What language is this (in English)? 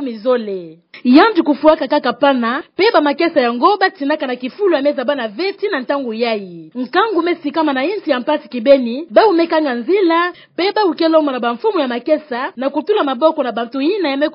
Kituba (Democratic Republic of Congo)